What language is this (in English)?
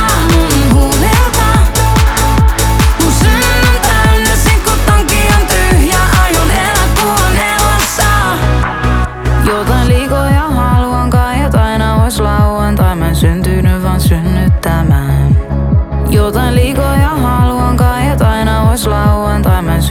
Finnish